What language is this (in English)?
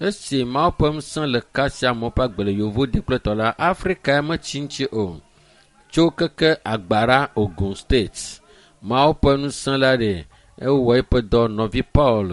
Ewe